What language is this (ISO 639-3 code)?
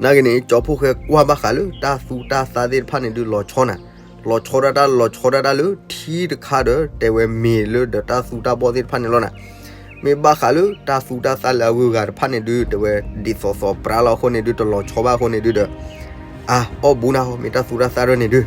ksw